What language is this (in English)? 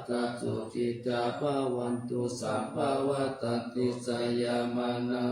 Pali